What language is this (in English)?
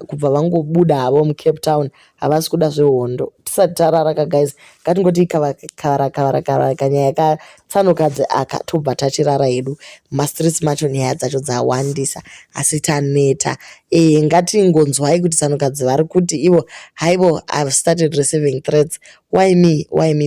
Shona